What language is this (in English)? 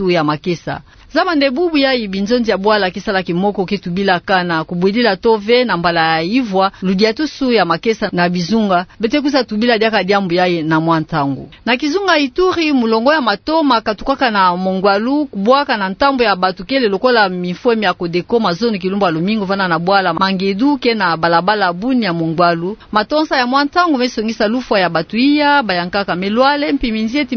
Kituba (Democratic Republic of Congo)